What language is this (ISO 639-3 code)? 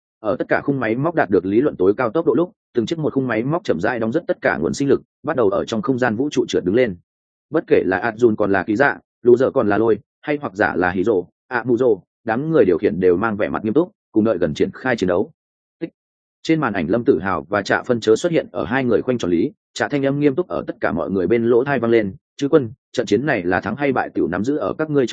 vie